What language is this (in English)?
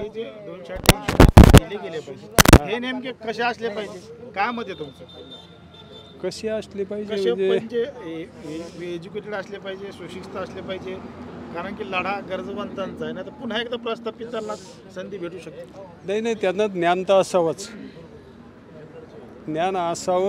Marathi